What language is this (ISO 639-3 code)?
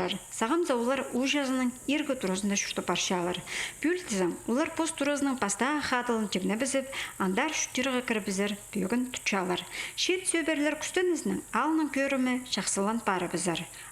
kjh